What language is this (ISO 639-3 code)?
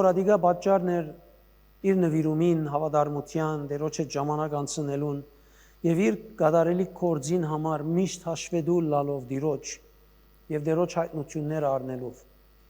hyw